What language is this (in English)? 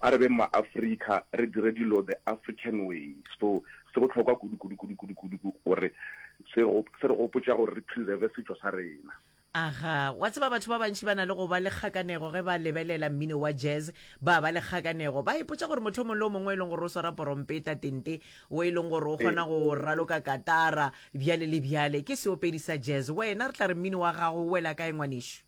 Northern Sotho